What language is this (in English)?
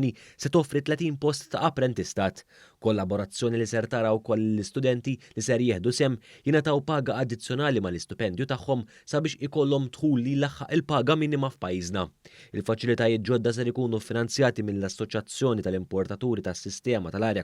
Maltese